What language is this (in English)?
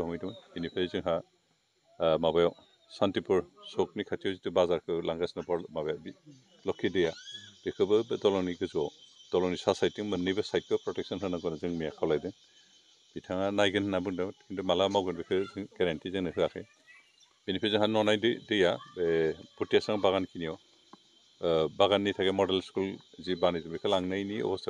Bodo